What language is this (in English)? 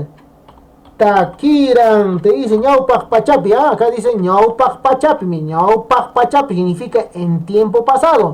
Quechua